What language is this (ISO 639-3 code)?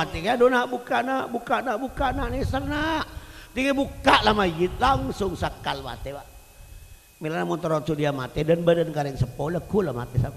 mad